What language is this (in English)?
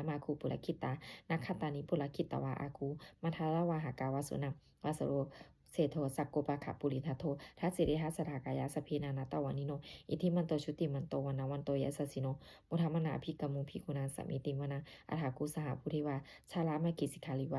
Pali